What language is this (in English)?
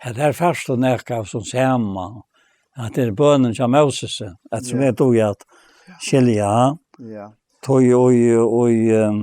Faroese